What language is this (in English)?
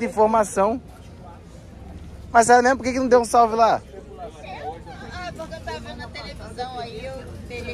Portuguese